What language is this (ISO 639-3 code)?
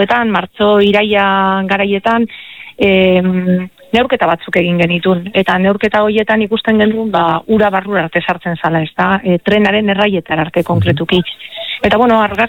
eus